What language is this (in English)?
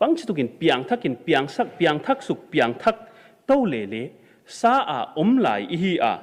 Paite Chin